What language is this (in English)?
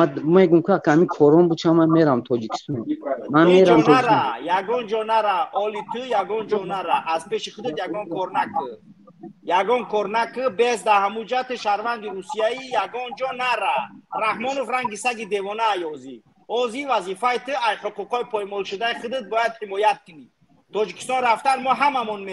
Tajik